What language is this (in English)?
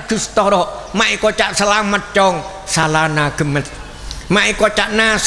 Madurese